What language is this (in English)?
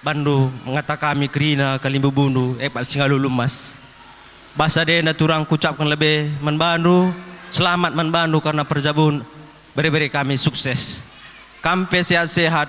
Batak Karo